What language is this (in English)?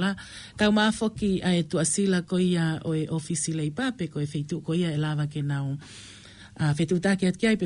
Tongan